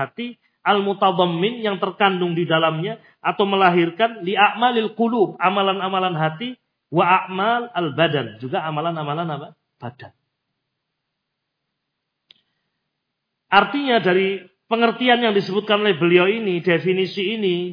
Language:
Indonesian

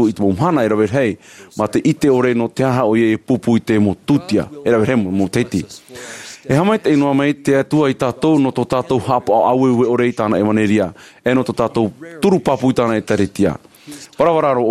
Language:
Tahitian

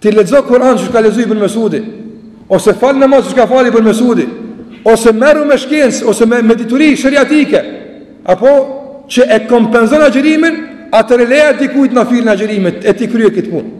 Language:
Albanian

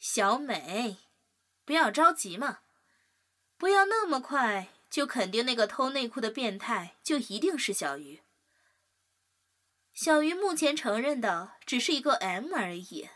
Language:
Chinese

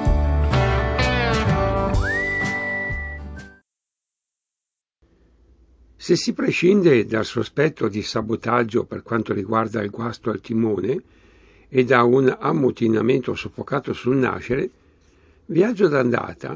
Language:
Italian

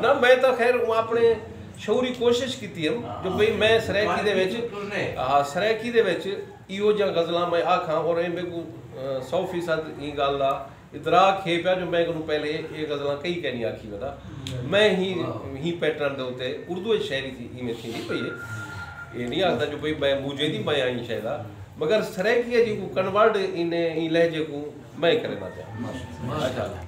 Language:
Saraiki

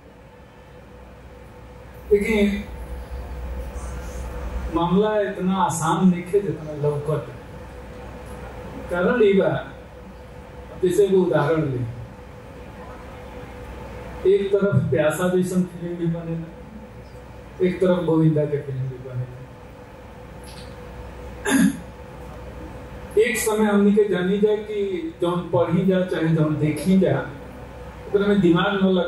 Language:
Bhojpuri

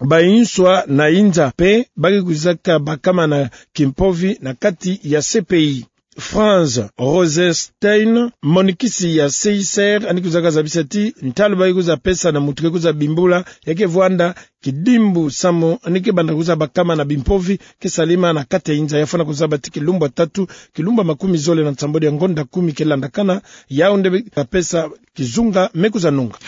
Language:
Kituba (Democratic Republic of Congo)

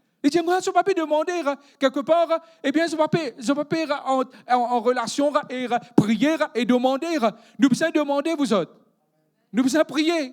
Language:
Morisyen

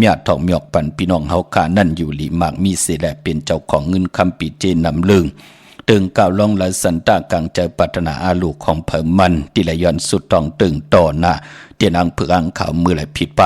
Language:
Shan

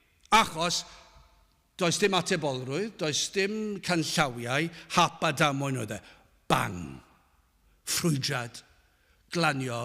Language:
Welsh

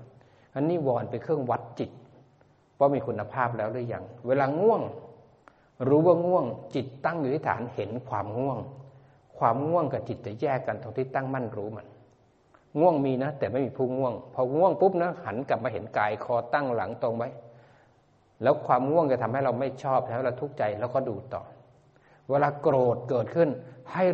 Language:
Thai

